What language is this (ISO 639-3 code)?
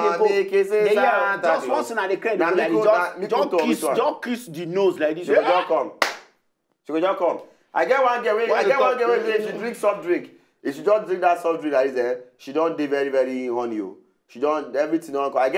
pcm